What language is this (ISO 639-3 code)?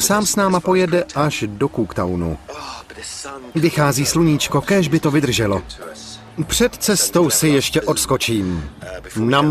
ces